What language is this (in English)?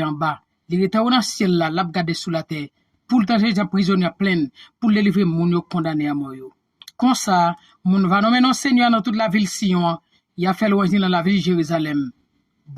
Haitian Creole